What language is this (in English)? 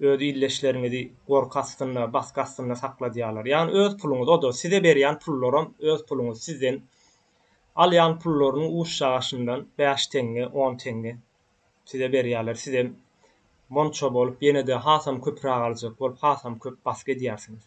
Turkmen